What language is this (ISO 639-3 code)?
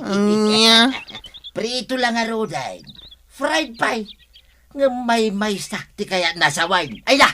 ilo